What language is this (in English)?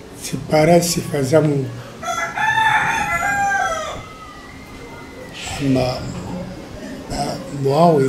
Swahili